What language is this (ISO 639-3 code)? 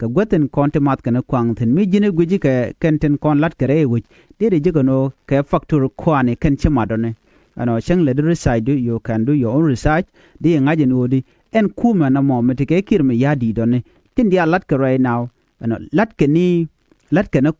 nus